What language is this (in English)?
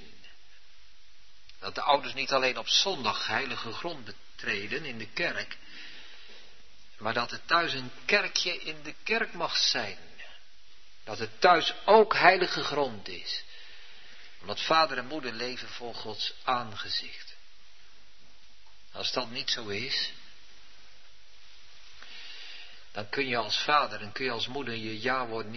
Dutch